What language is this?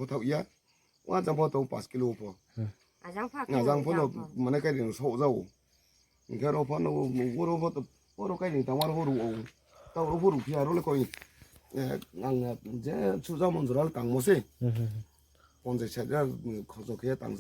Riang (India)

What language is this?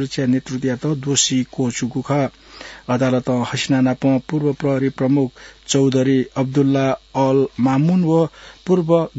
Newari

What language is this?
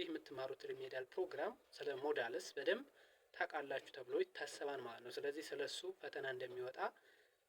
Amharic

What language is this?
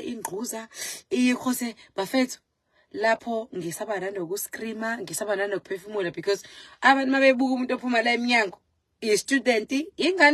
Zulu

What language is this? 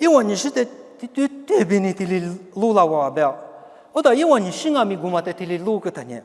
Lisu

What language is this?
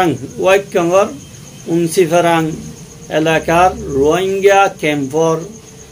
Rohingya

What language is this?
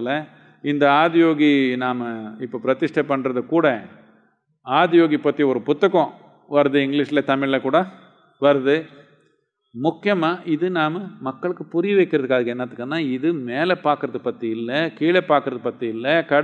Tamil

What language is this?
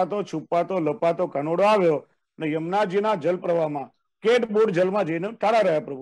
Gujarati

